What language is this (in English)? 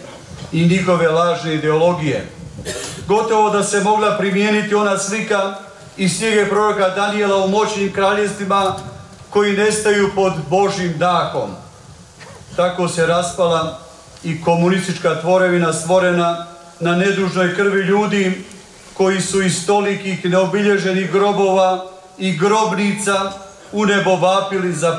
Croatian